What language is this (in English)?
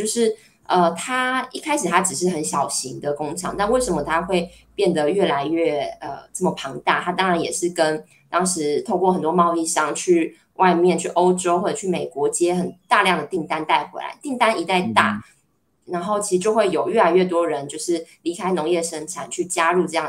Chinese